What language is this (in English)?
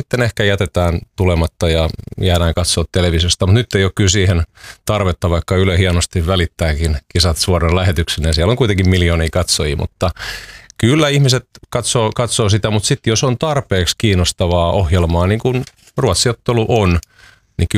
Finnish